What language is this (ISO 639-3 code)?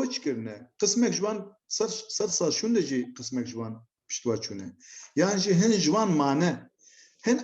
kur